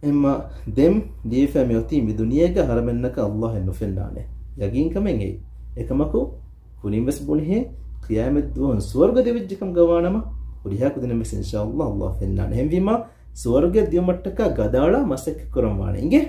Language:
Divehi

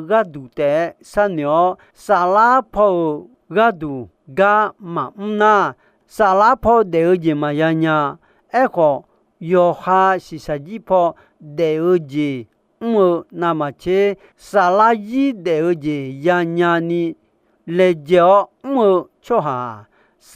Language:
Akha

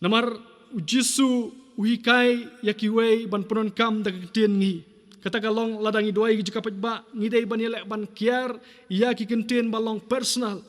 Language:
Khasi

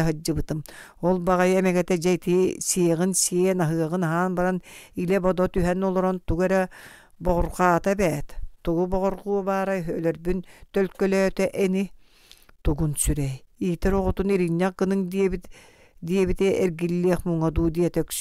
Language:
Yakut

